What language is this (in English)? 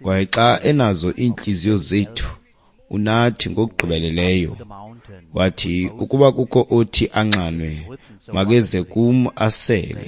Xhosa